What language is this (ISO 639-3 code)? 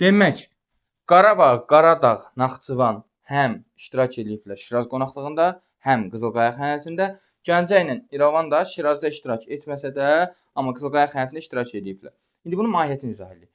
aze